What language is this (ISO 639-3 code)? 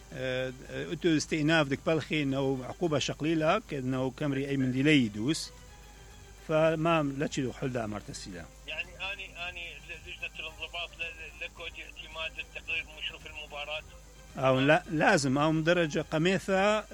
acm